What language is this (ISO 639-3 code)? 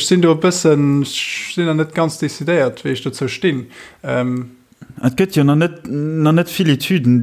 ltz